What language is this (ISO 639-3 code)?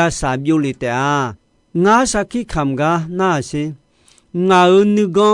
ahk